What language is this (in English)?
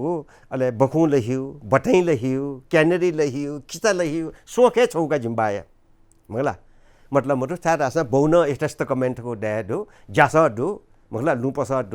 Newari